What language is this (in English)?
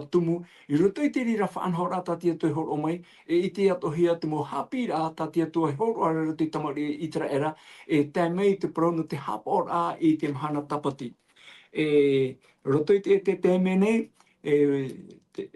Tahitian